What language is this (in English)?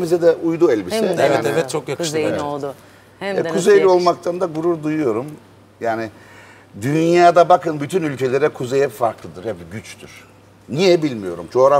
Turkish